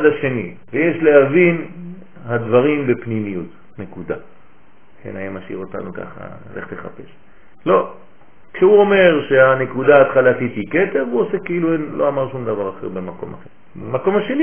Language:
Hebrew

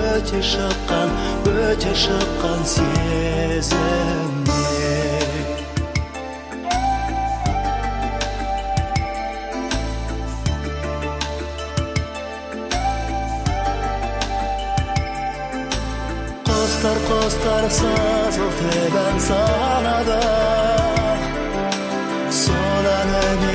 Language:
Kazakh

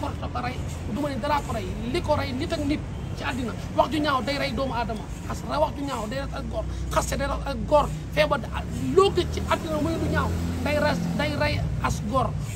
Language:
Wolof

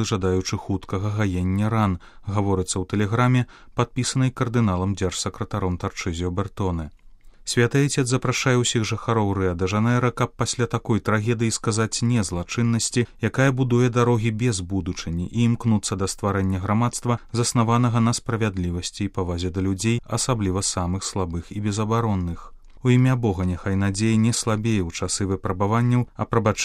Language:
Belarusian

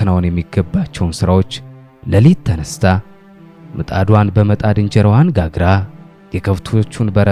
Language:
Amharic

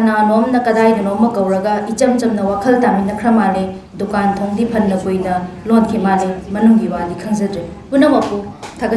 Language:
Manipuri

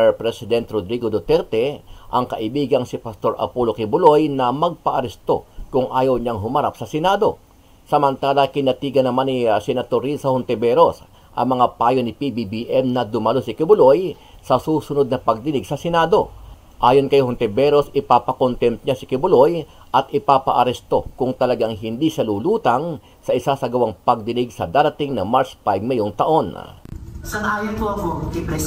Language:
Filipino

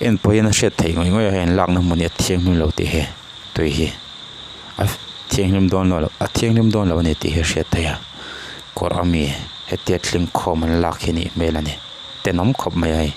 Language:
Mizo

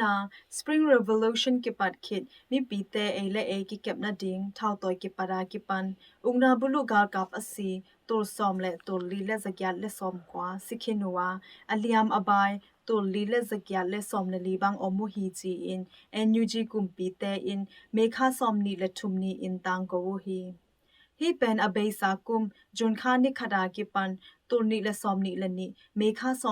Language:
Tedim Chin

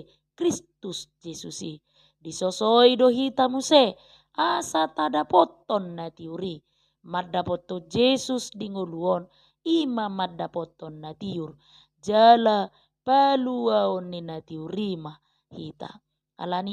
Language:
Batak Toba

